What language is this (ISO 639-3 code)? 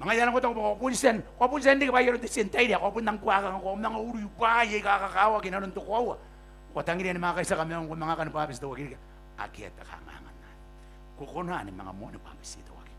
gil